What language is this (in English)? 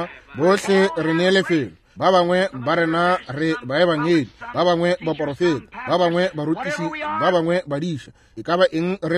Northern Sotho